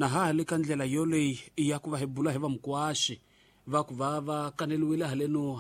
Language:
Tsonga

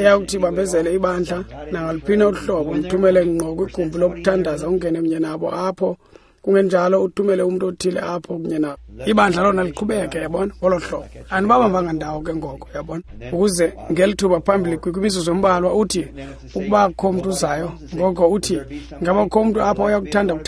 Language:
Xhosa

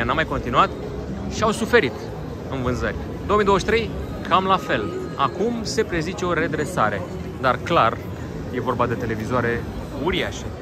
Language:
Romanian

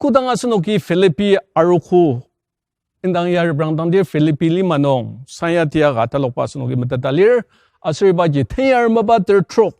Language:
Ao Naga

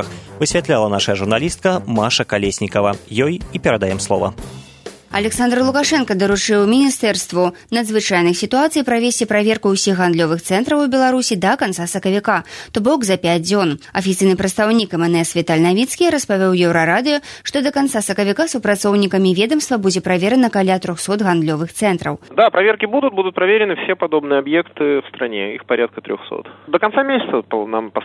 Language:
Belarusian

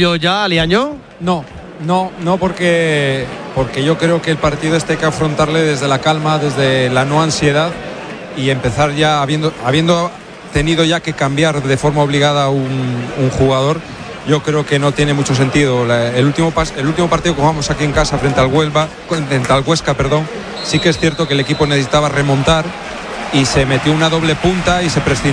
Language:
Spanish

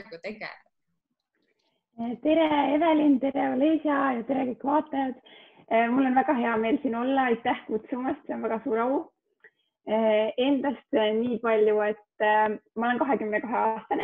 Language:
Estonian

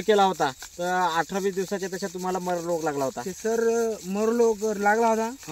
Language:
Marathi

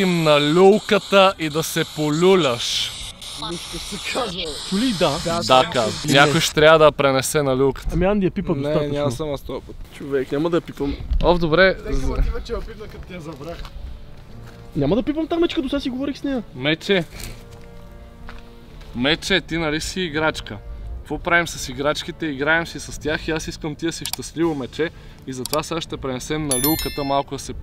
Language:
Bulgarian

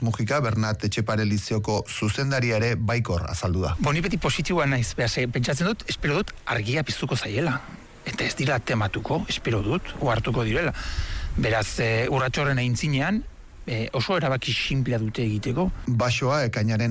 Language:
Basque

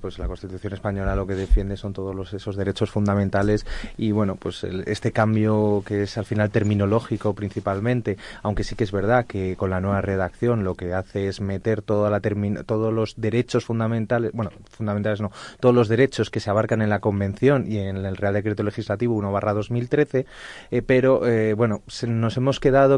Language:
Spanish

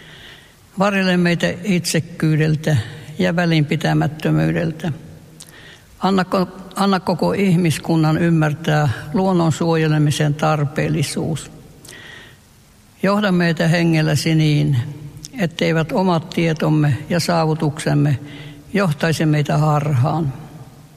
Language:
Finnish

